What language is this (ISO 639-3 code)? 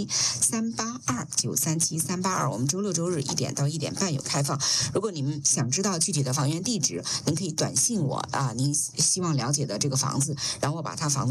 zho